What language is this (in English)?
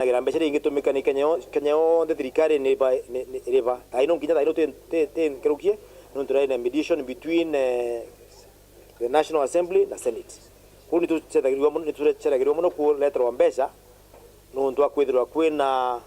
Meru